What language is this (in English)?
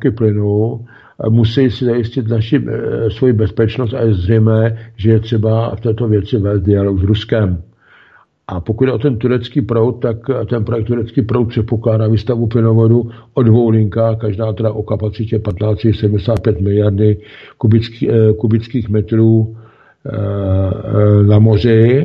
Czech